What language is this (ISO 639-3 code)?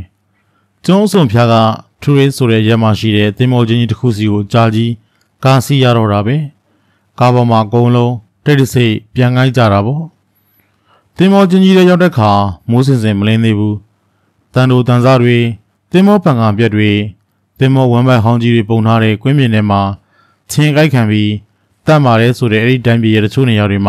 mya